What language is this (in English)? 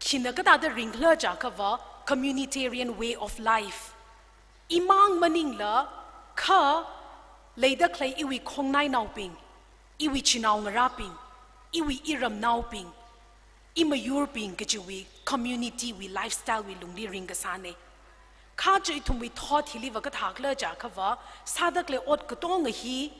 Tangkhul Naga (India)